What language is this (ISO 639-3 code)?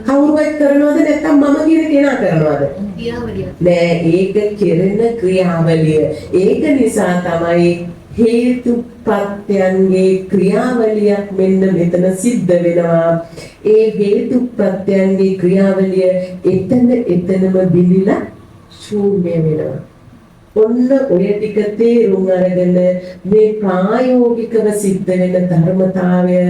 sin